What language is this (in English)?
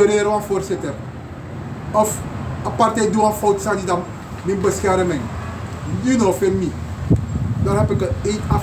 Sranan Tongo